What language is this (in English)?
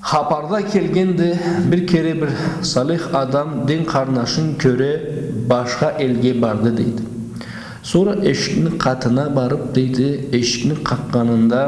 Karachay-Balkar